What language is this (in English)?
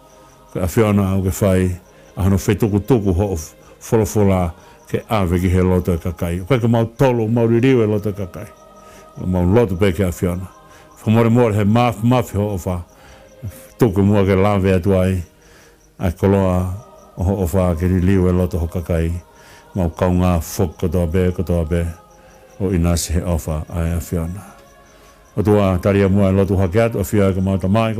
Tongan